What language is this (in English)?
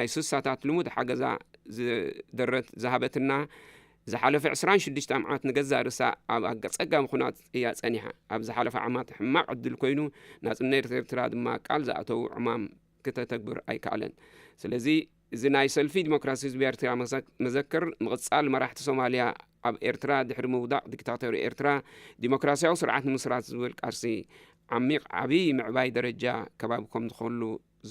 Tigrinya